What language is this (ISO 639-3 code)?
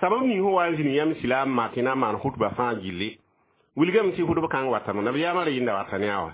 mos